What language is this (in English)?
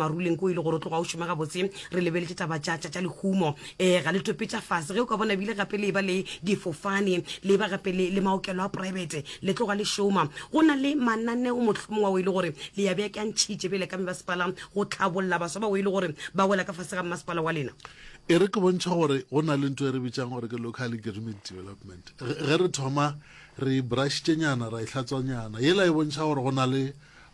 Northern Sotho